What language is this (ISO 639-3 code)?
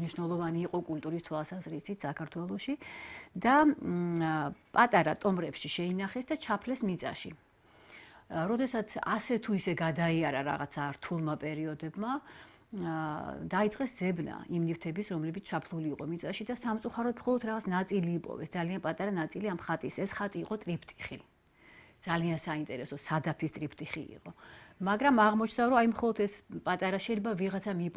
kat